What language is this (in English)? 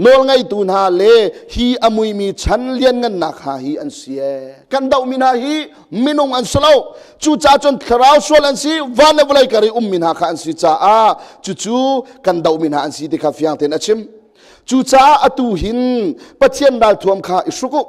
Hakha Chin